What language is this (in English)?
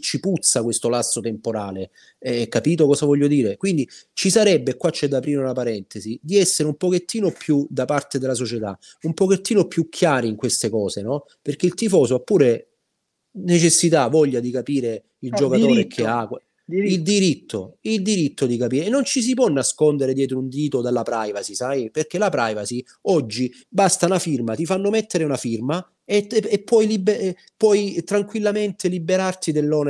Italian